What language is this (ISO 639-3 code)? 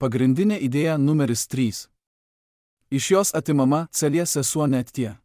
lit